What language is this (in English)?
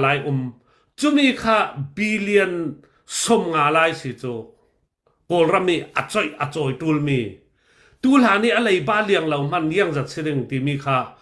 Falam Chin